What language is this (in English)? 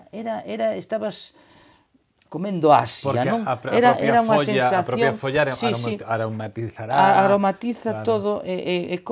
Galician